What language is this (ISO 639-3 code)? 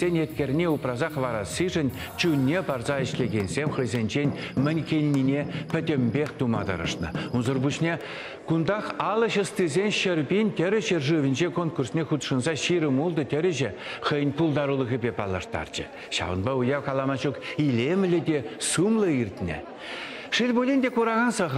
chv